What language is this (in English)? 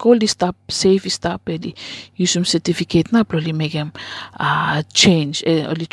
Bislama